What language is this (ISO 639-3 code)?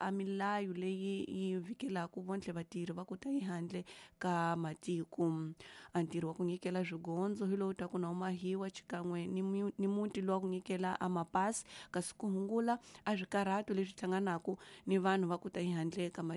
tso